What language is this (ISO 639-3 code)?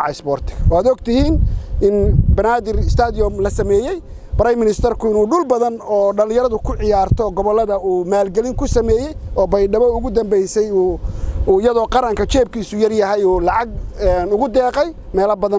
som